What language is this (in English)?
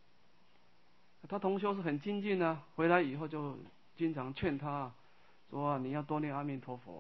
Chinese